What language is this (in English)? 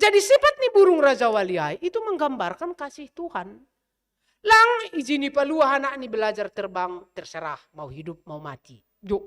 Batak Simalungun